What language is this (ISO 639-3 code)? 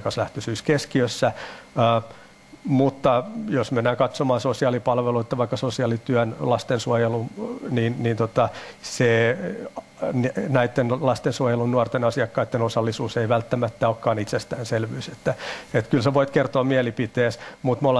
fin